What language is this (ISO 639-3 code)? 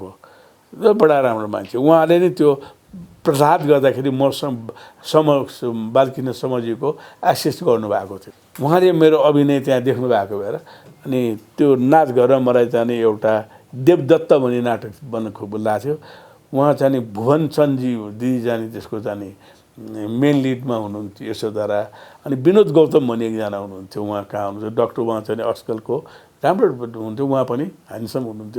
nep